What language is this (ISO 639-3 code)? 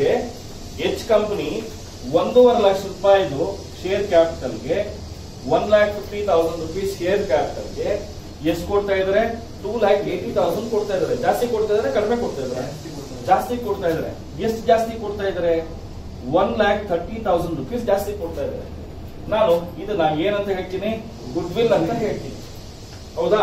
kan